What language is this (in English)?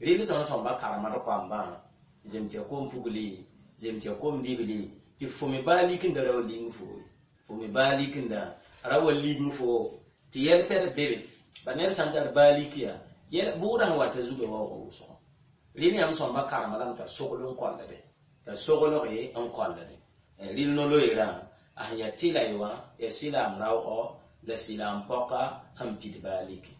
Mossi